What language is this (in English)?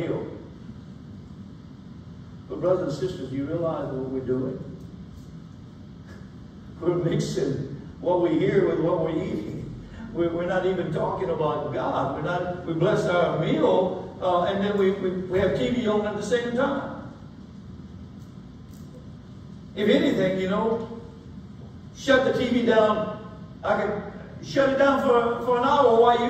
English